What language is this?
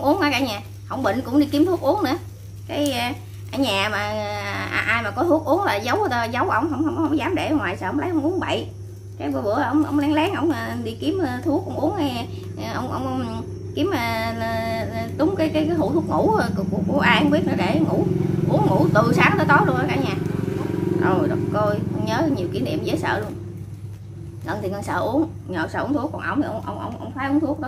Vietnamese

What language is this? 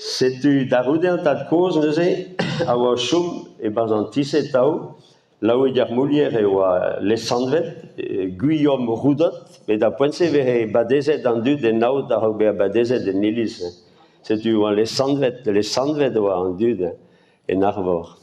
Breton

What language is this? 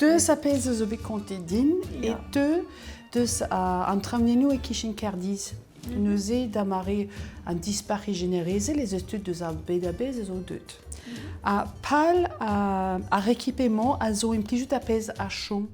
Breton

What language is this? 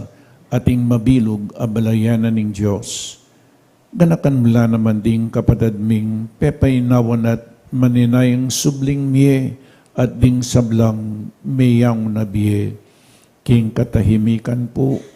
Pampanga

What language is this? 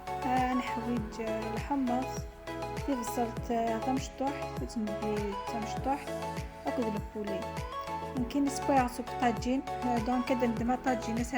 Kabyle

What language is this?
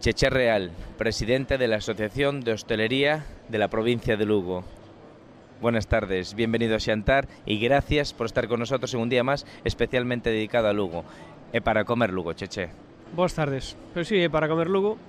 Galician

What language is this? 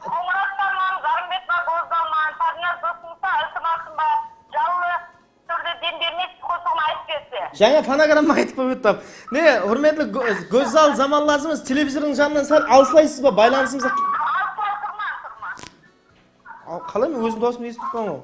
Kara-Kalpak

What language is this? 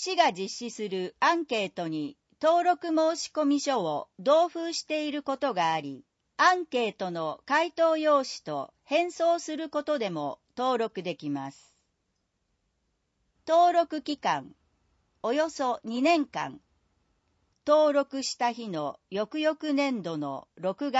Japanese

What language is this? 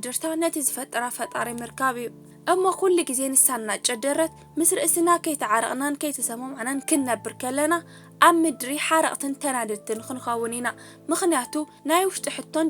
Tigrinya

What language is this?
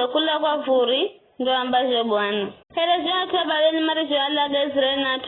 Giryama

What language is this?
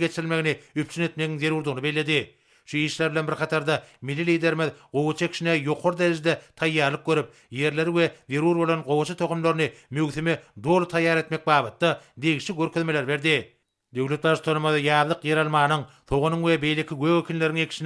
Turkmen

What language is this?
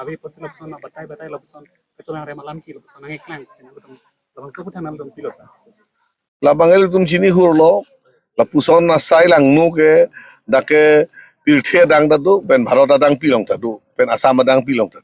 Karbi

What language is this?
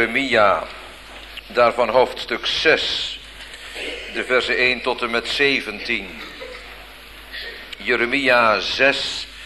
Dutch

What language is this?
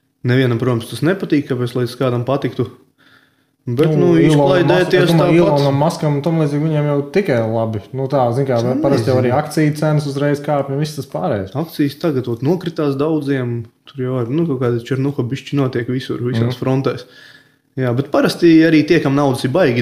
Latvian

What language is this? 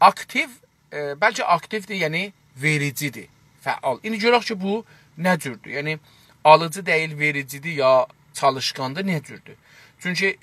South Azerbaijani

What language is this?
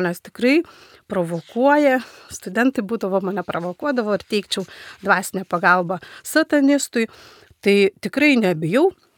Lithuanian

